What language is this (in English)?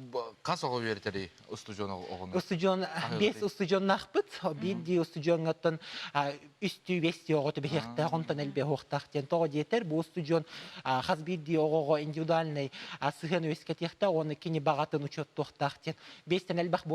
Yakut